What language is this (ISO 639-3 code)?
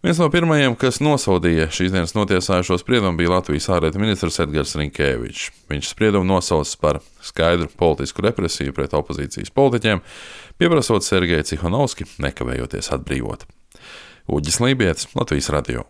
lav